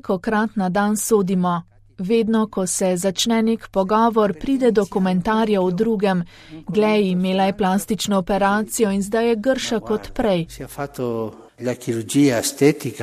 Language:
Slovenian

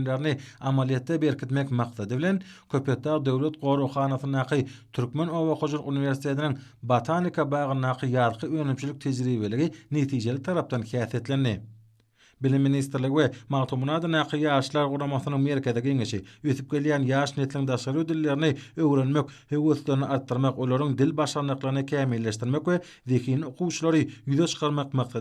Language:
Turkmen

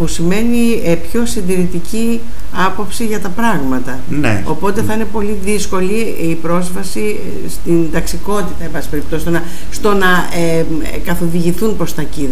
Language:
Greek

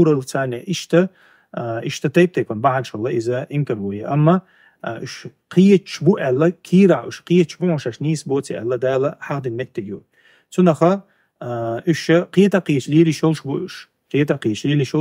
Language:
Chechen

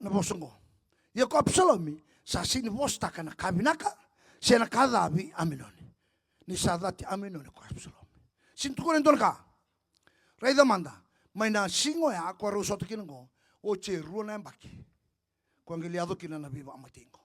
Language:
Fijian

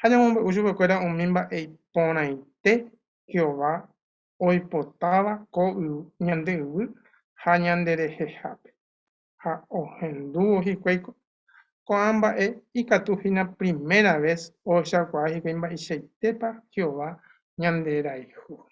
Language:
Guarani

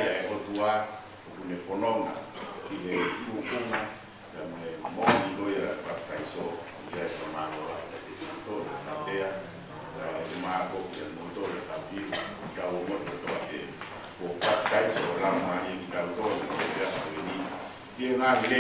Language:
Tongan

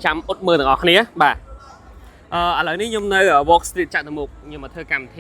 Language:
Khmer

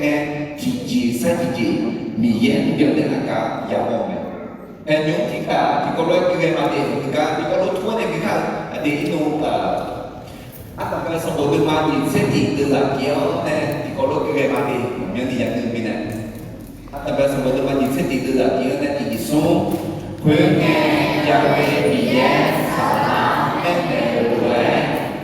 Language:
Akha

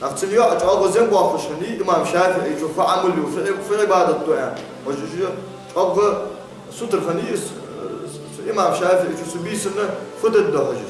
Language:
Ingush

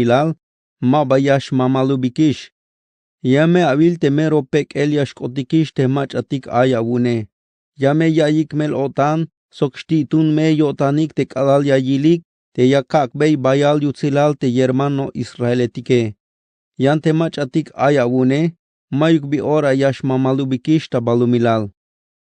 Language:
Tzeltal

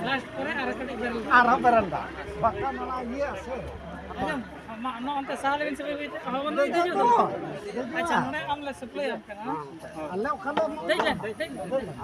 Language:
Santali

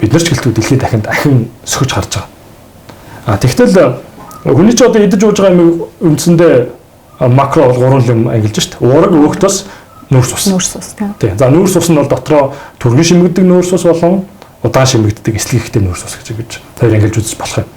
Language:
Mongolian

